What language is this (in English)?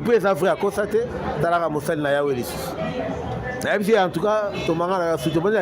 Lingala